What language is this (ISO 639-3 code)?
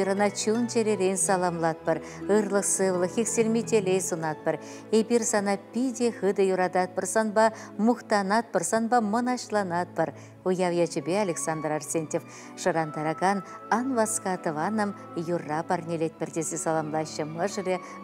chv